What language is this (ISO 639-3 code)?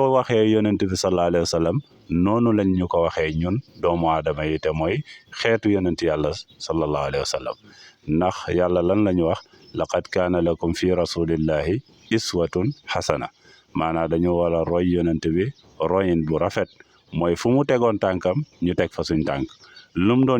wol